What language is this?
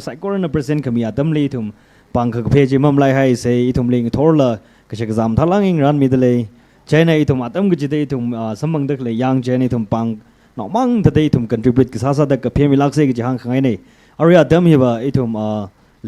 Tangkhul Naga (India)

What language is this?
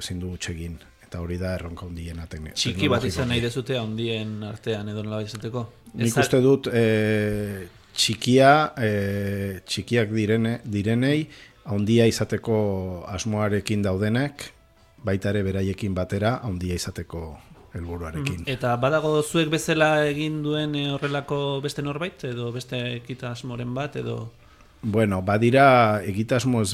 Basque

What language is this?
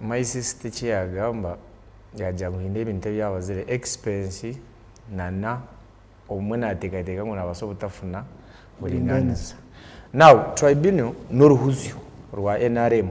Nyankole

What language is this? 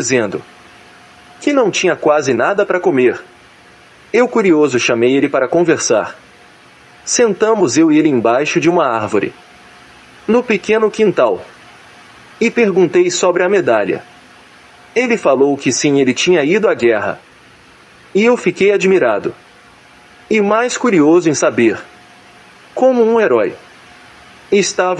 Portuguese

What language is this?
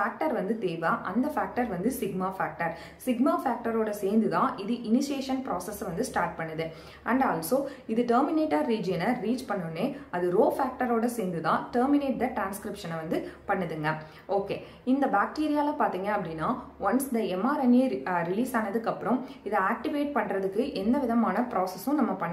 Tamil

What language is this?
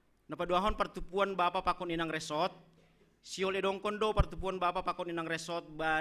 Batak Simalungun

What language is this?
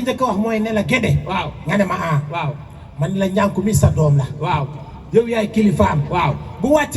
Wolof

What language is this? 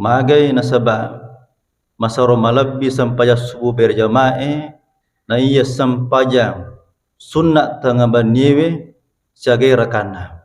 Buginese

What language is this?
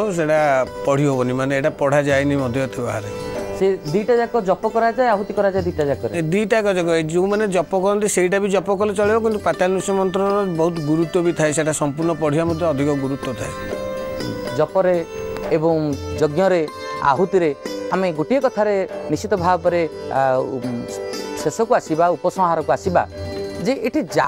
Odia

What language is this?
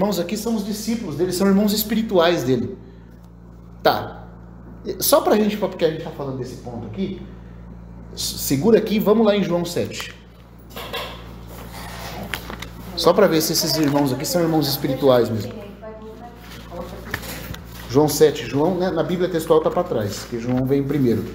Portuguese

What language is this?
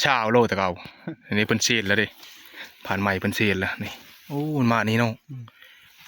Northeastern Thai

